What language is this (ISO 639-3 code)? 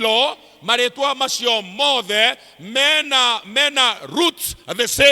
kik